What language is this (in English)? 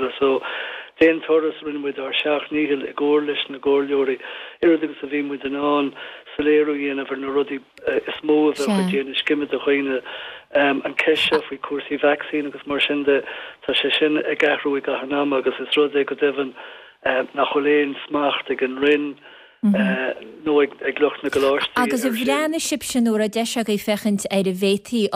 Irish